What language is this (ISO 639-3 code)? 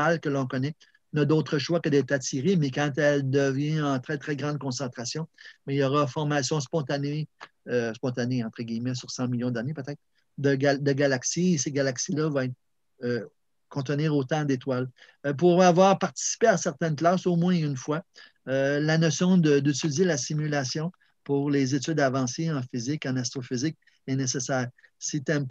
fra